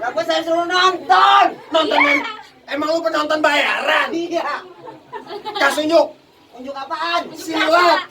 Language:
Betawi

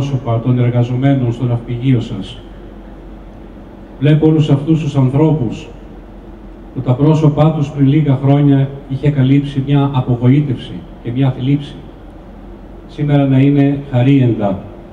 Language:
Greek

